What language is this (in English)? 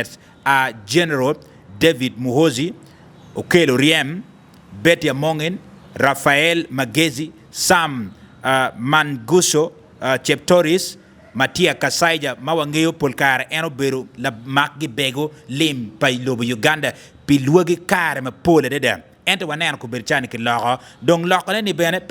Acoli